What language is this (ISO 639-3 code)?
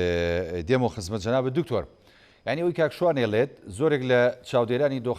ckb